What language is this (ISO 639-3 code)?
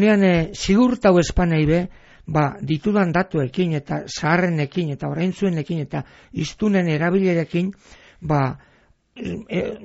eus